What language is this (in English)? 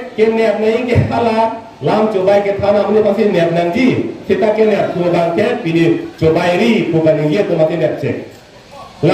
Karbi